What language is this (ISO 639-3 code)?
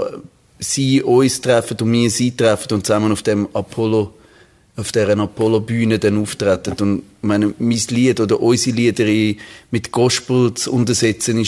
gsw